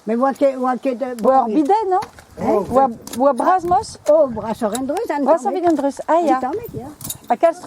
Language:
Breton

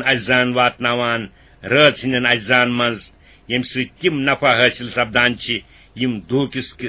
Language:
Kashmiri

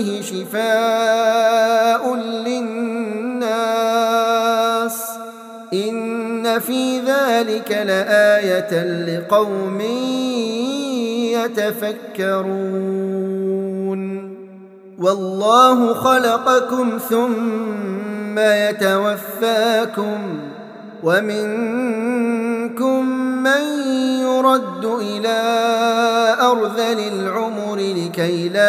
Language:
Arabic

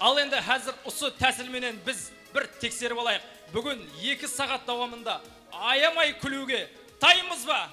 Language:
Kara-Kalpak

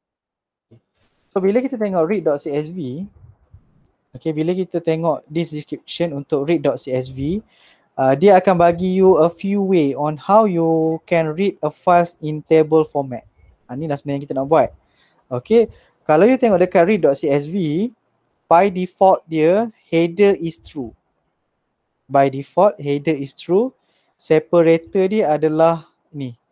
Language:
Malay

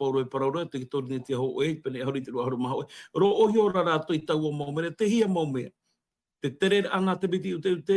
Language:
Tahitian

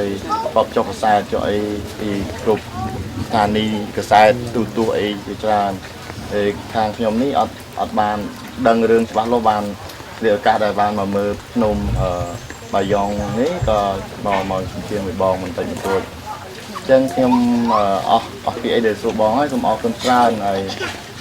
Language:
Khmer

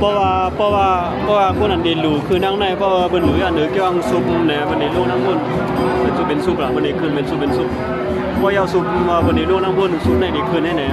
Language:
Shan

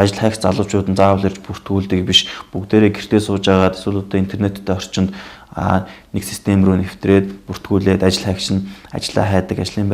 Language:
Mongolian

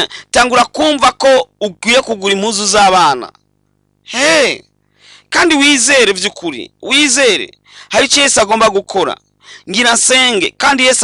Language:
Rundi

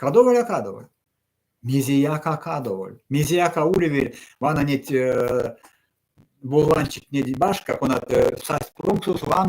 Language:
Erzya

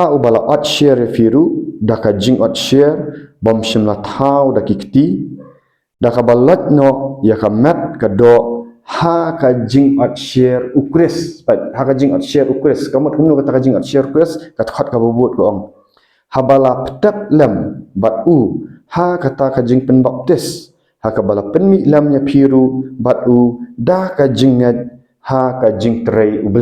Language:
Khasi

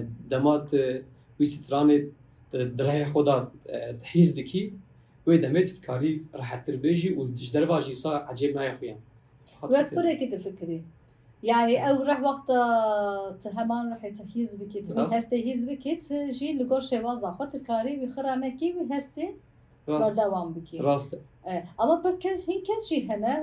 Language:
Kurdish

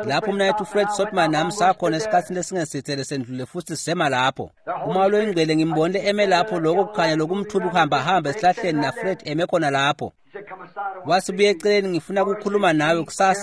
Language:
Swati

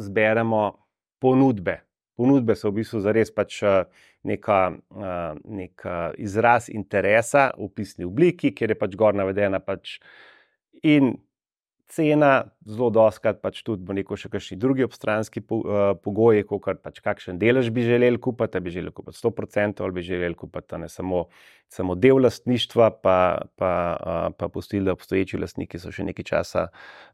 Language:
Slovenian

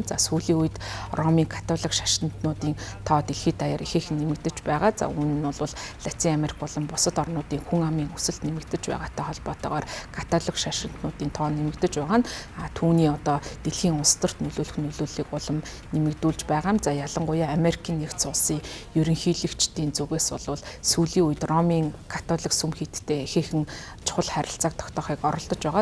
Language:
Mongolian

